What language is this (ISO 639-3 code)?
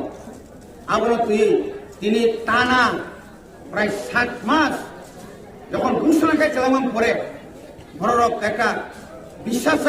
trp